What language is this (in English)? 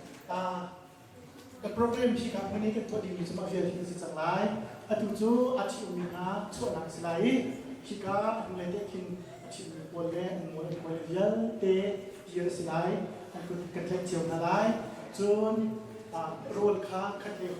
Hakha Chin